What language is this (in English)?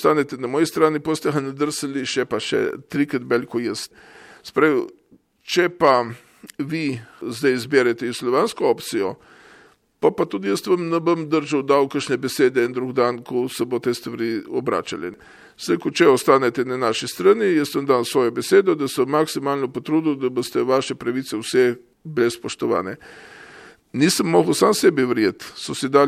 Slovenian